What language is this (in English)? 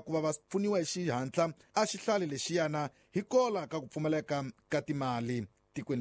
Tsonga